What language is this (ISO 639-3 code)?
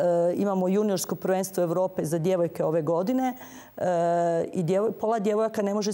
hrv